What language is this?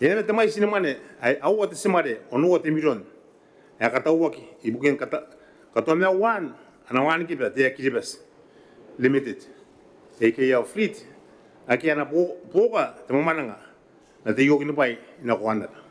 Gilbertese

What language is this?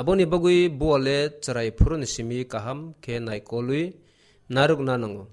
Kok Borok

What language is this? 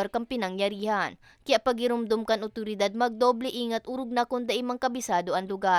Bikol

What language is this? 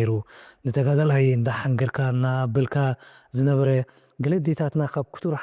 Tigrinya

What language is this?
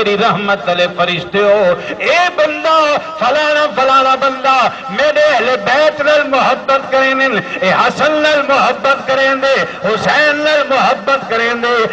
Saraiki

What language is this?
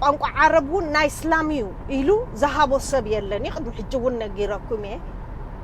Tigrinya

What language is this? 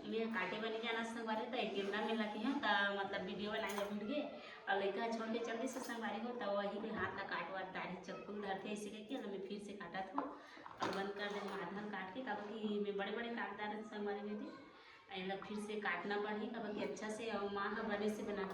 Chhattisgarhi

